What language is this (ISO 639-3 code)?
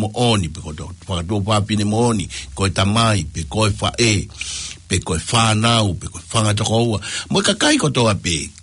ton